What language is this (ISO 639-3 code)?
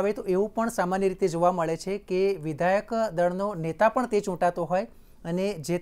guj